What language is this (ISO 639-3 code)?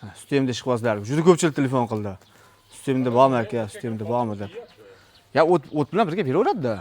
uzb